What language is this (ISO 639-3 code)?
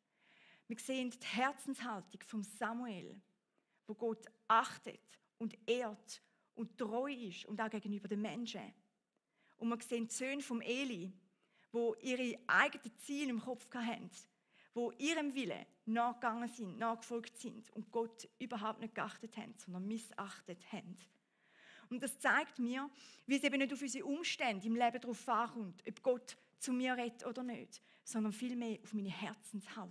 gsw